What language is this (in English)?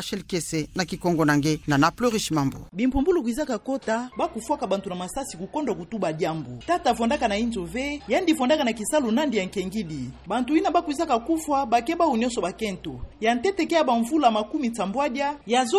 Kituba (Democratic Republic of Congo)